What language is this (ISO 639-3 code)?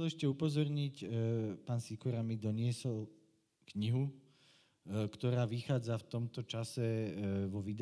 slk